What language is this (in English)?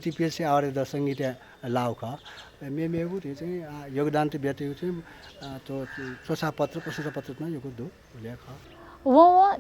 Newari